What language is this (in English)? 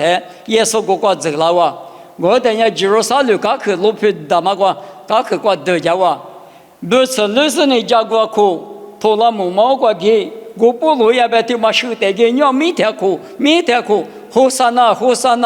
Lisu